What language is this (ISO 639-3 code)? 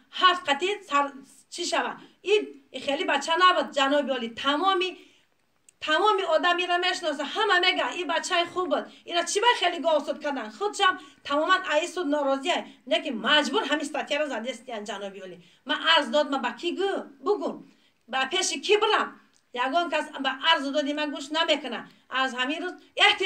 tgk